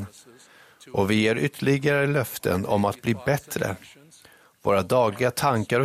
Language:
Swedish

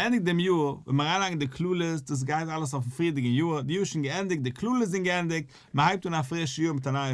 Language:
Yiddish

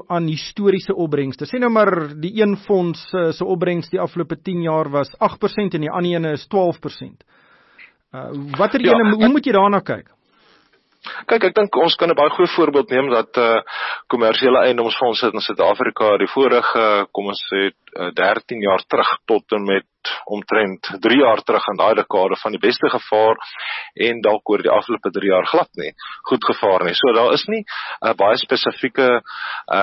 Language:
Afrikaans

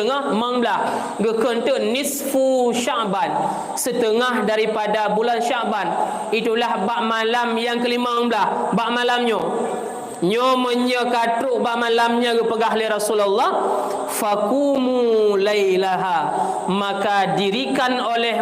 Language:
Achinese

